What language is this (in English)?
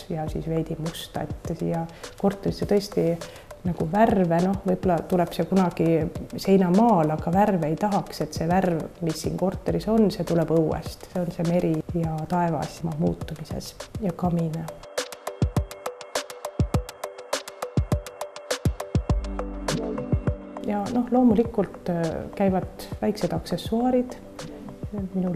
Estonian